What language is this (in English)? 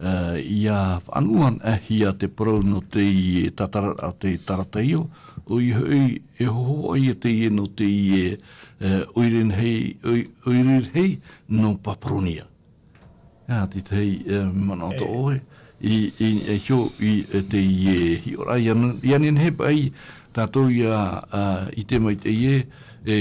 Tahitian